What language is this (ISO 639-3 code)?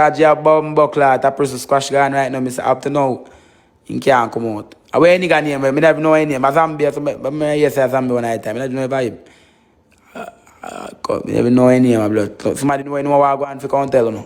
jam